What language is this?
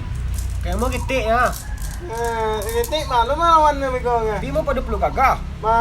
Minangkabau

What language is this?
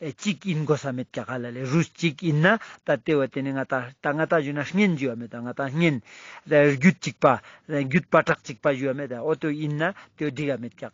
Ladakhi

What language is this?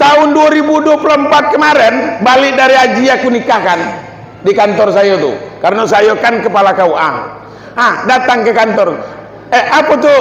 Minangkabau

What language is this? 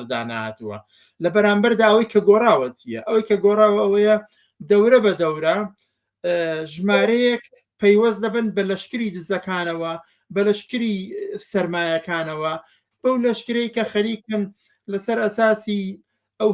Central Kurdish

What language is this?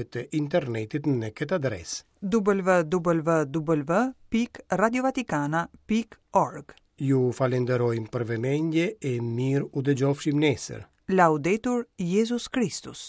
Albanian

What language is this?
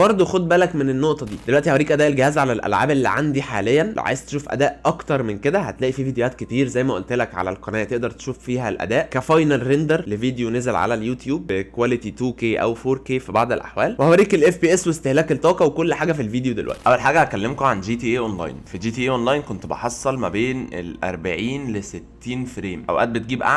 Egyptian Arabic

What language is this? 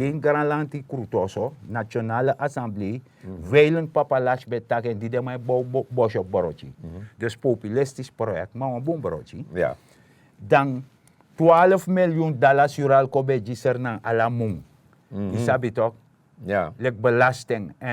Sranan Tongo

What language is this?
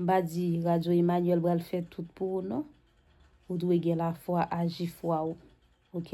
Haitian Creole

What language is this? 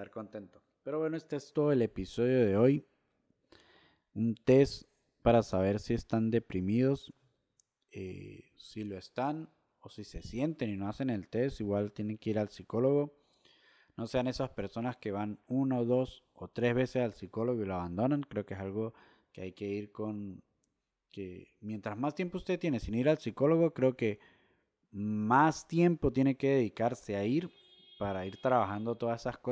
Spanish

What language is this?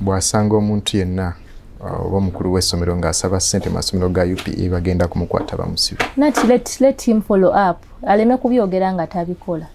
Ganda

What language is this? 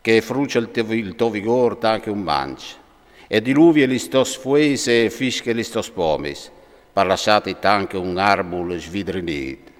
Friulian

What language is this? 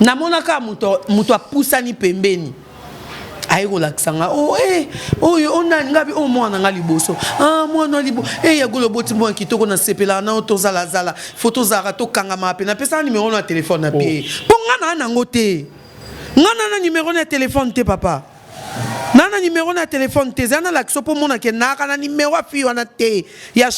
Lingala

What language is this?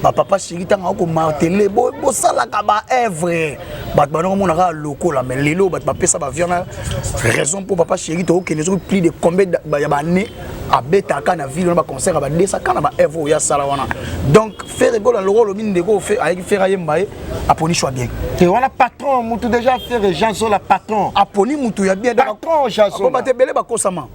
Lingala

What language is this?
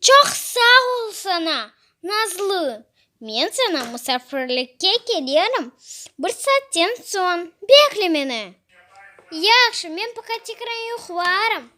Crimean Tatar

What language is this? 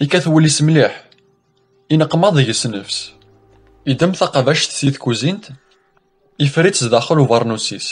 Kabyle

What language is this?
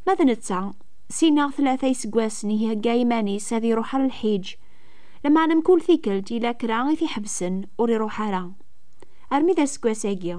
Kabyle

